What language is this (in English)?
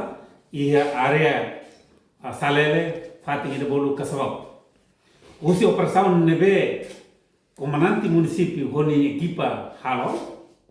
Tetum